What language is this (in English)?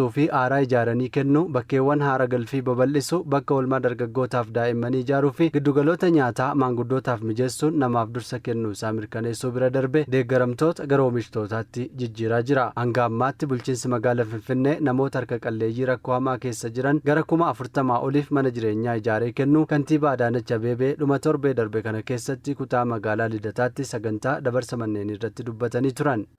Oromo